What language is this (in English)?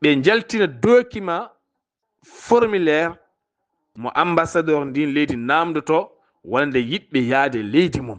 Fula